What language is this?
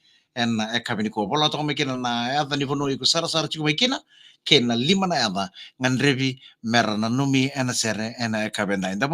Fijian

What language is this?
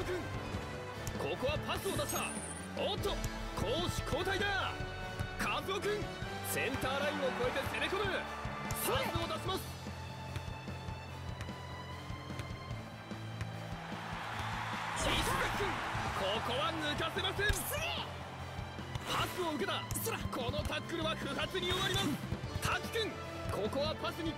Japanese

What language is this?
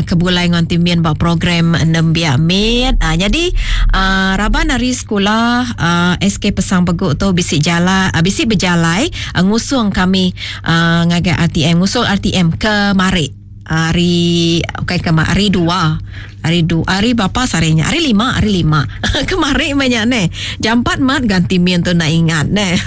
Iban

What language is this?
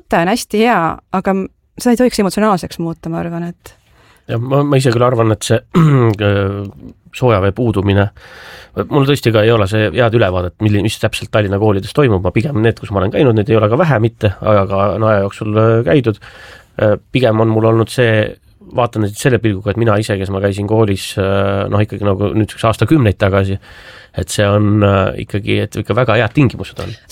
Estonian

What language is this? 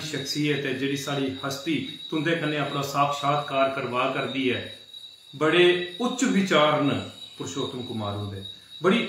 Dogri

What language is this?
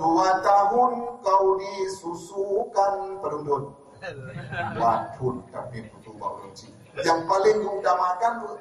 Achinese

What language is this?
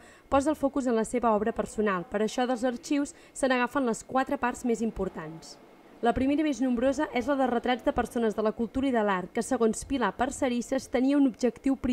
Catalan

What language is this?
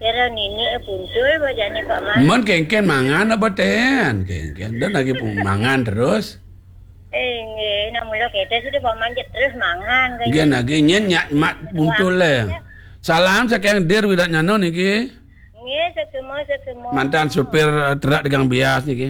Balinese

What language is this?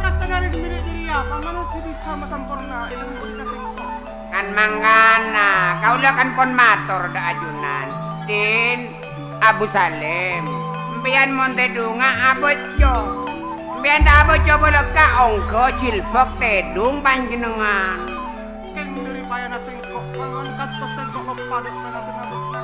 Madurese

